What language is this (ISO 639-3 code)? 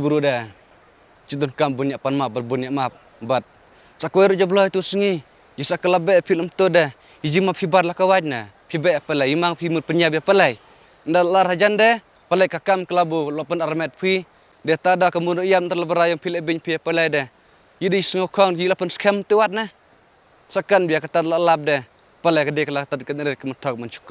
kha